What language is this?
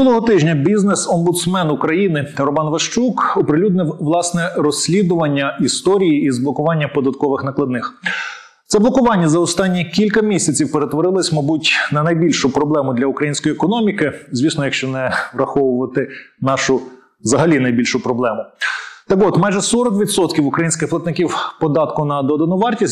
Ukrainian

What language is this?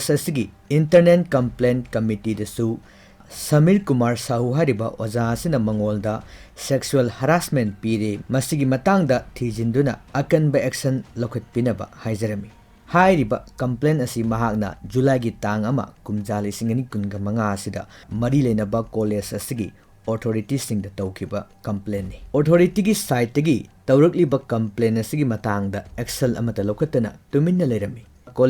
Manipuri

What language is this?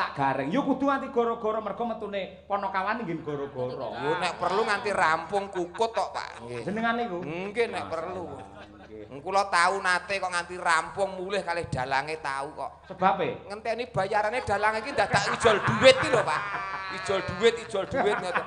Javanese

